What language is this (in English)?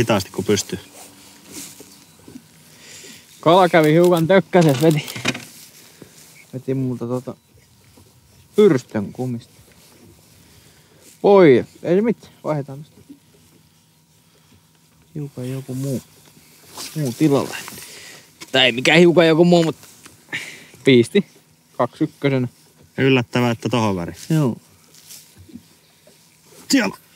Finnish